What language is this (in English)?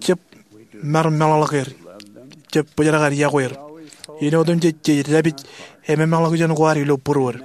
Marshallese